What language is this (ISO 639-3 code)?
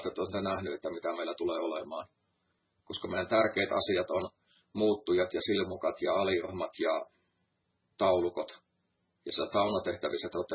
fin